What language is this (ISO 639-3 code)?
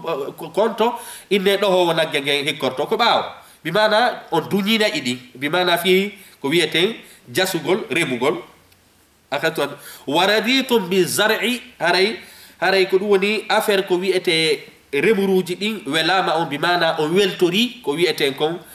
ful